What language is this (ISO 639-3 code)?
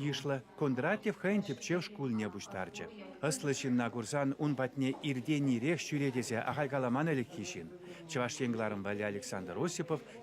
chv